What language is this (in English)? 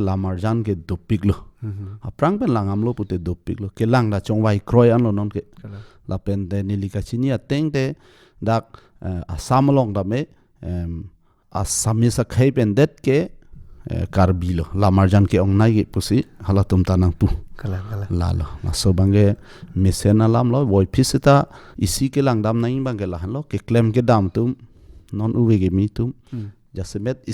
Karbi